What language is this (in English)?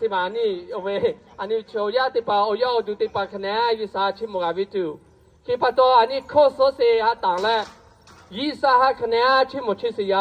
Lahu